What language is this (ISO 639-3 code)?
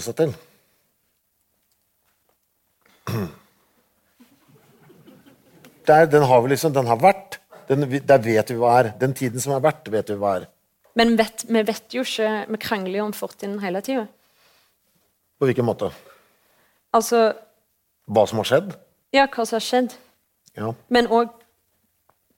nor